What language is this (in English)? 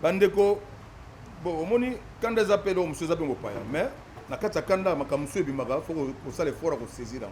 Lingala